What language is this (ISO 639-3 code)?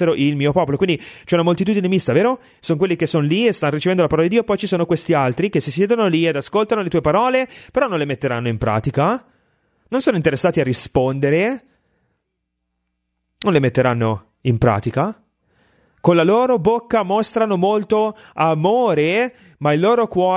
ita